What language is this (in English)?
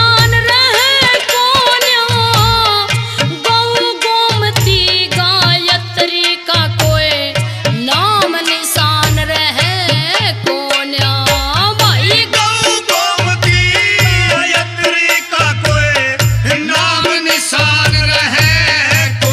Haryanvi